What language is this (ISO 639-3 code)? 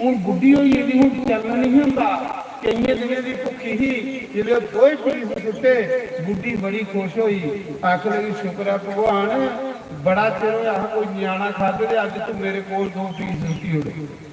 doi